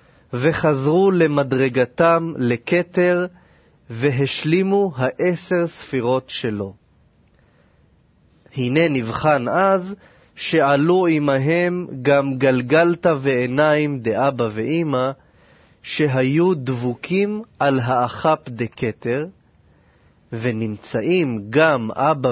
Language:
Hebrew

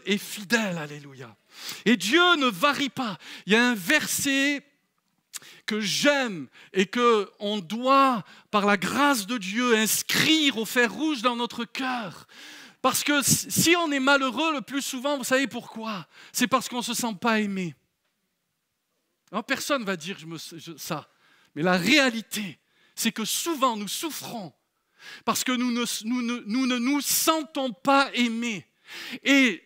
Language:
French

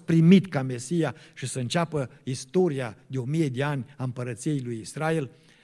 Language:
Romanian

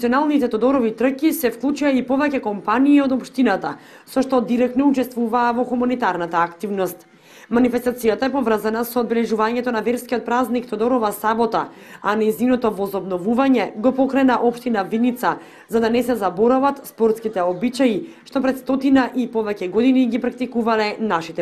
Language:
Macedonian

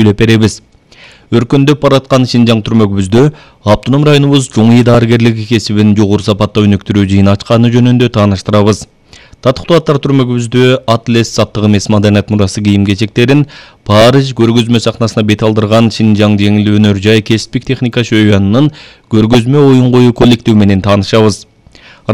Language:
Kyrgyz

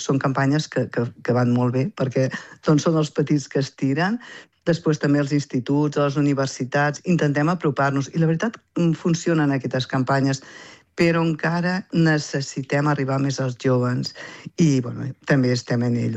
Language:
Catalan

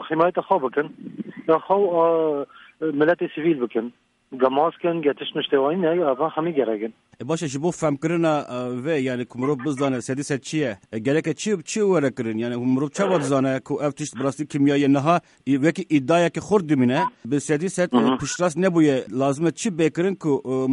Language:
Kurdish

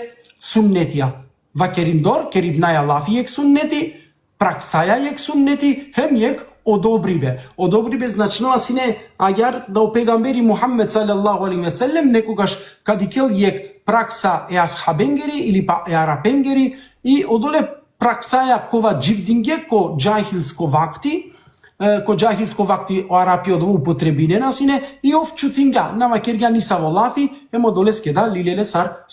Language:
Balkan Romani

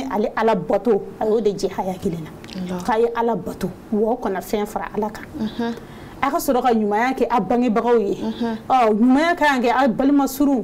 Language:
Bambara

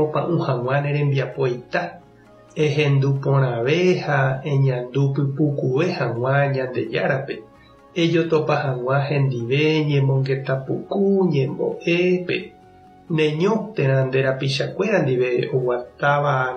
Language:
Guarani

